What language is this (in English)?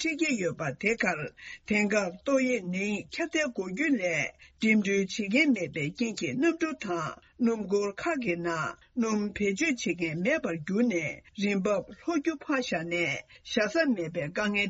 Tibetan